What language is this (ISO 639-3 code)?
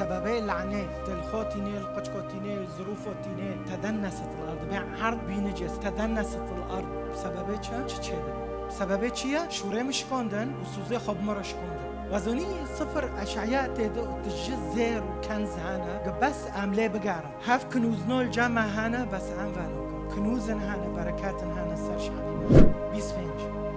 kur